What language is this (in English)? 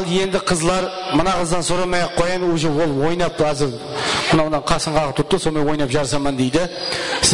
Kara-Kalpak